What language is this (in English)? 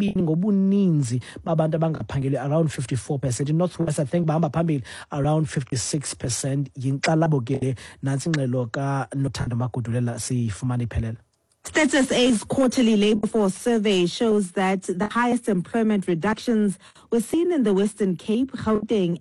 Xhosa